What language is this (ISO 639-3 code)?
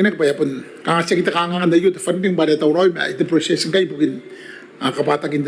gil